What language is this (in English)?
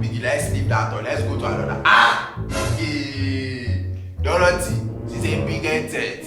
Nigerian Pidgin